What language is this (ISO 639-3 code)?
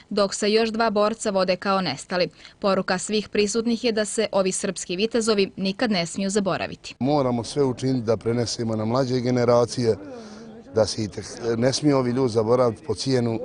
bos